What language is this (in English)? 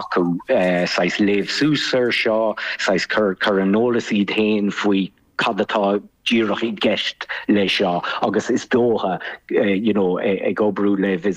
Irish